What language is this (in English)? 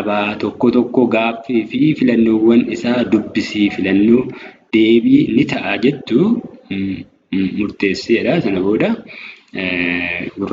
Oromo